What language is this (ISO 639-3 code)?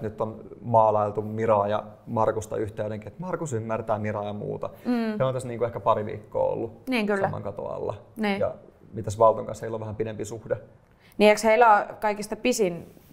fin